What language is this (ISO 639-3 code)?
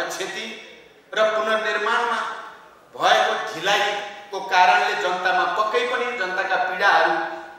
nep